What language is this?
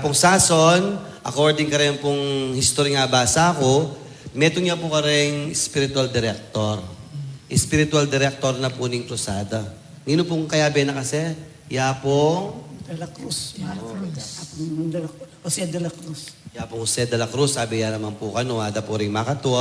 Pampanga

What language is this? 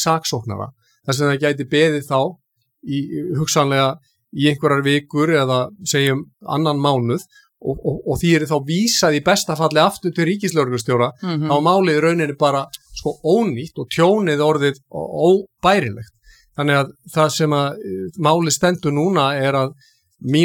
Icelandic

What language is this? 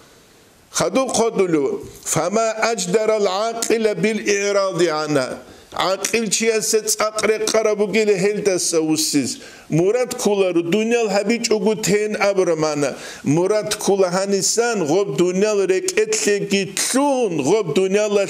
Avaric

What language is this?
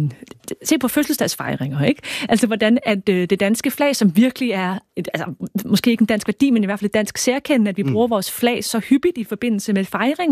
Danish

